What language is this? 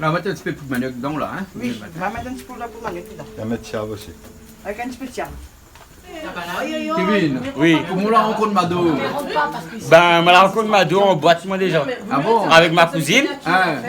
Réunion Creole French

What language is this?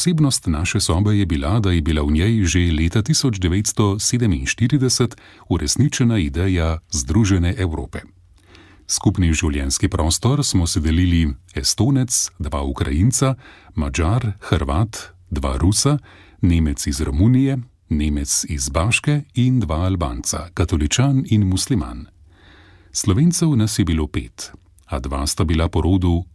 Slovenian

